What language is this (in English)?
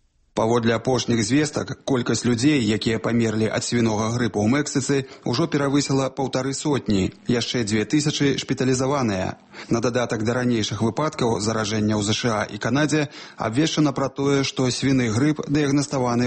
Belarusian